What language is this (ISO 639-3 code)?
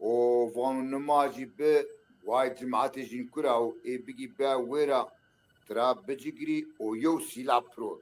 zza